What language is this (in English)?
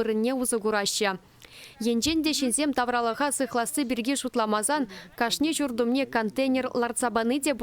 Chuvash